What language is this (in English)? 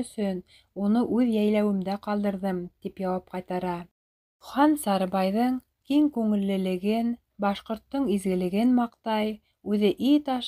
Bashkir